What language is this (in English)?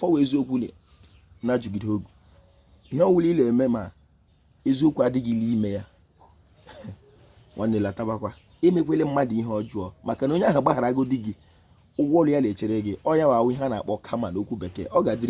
Igbo